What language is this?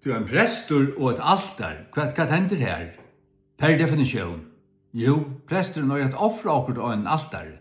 Faroese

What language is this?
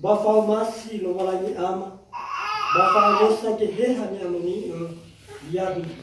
Nias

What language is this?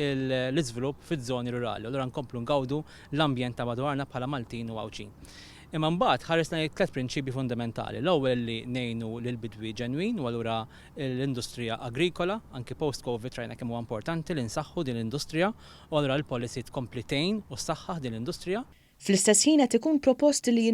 Maltese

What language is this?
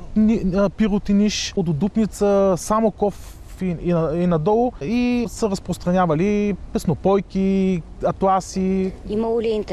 Bulgarian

